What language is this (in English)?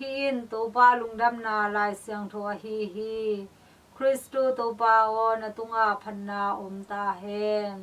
Tedim Chin